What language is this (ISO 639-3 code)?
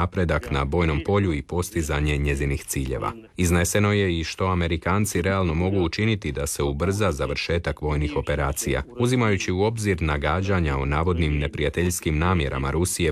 hrv